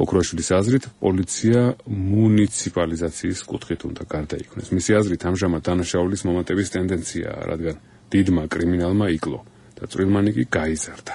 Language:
Georgian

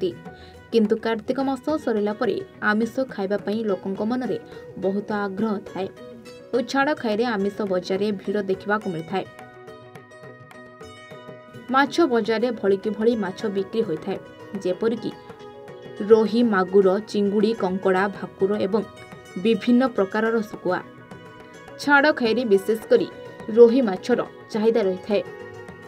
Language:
Odia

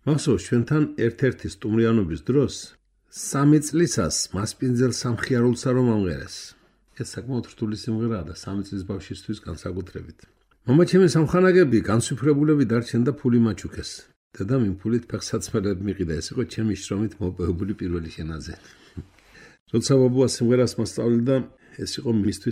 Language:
Georgian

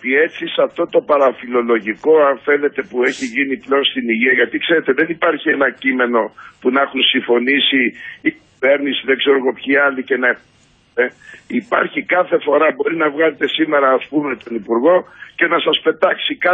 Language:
Greek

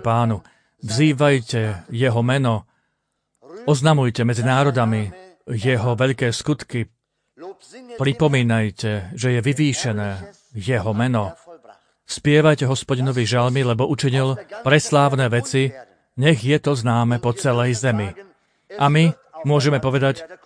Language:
Slovak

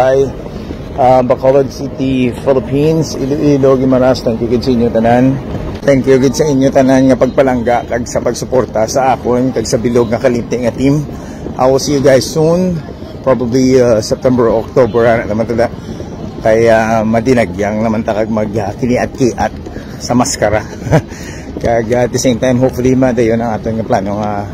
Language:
Hiligaynon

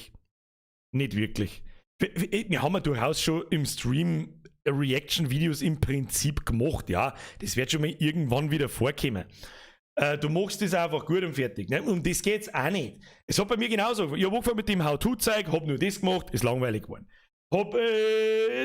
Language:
Bavarian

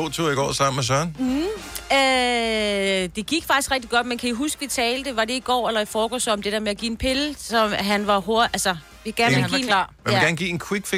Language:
Danish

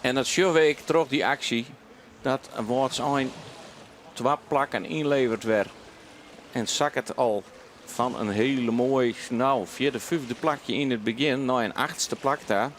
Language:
Western Frisian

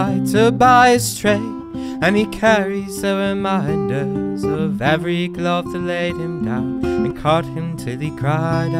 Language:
English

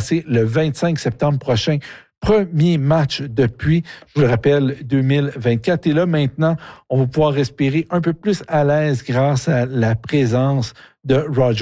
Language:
French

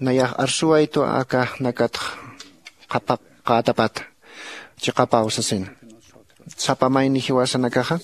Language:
Aymara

